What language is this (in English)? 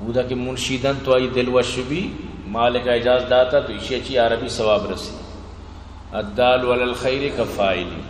Eastern Balochi